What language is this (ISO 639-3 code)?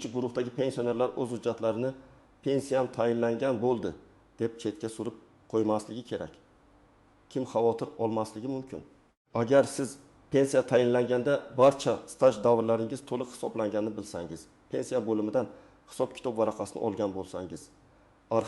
uzb